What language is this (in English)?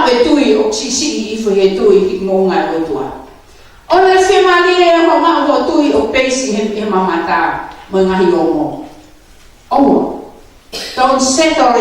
Tongan